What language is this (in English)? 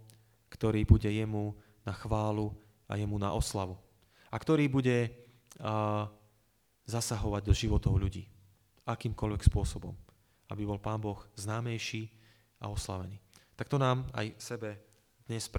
Slovak